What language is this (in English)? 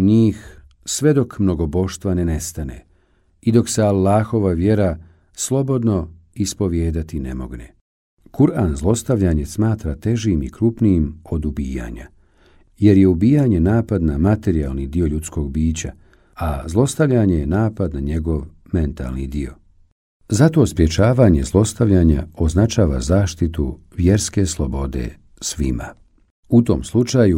Bosnian